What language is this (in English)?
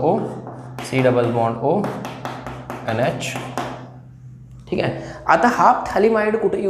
Marathi